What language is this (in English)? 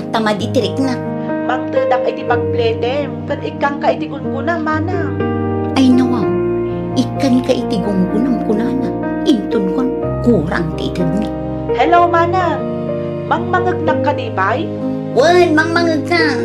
Iloko